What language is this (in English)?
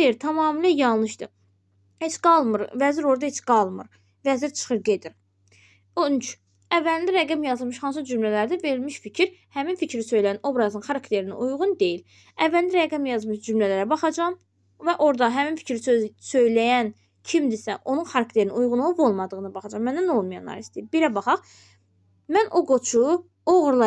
Azerbaijani